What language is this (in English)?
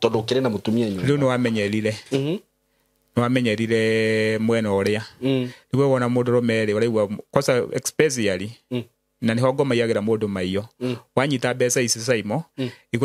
Kikuyu